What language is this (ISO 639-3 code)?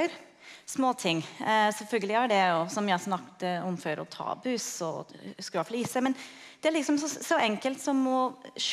nor